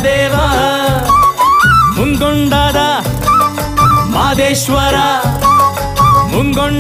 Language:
Kannada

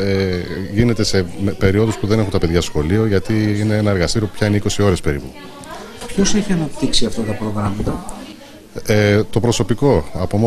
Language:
Greek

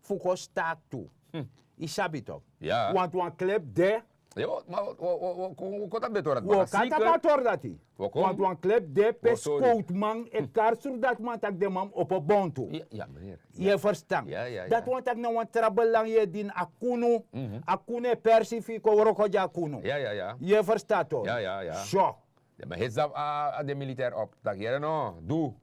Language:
Sranan Tongo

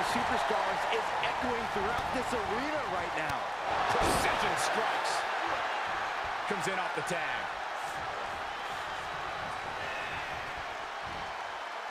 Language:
English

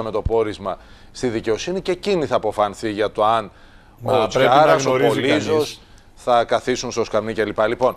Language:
Greek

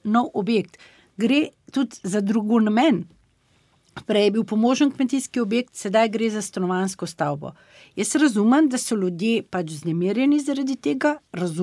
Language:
Slovenian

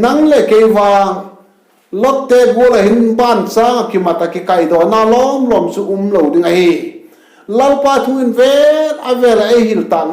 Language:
Vaiphei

